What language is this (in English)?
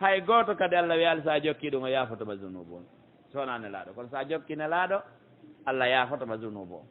Pular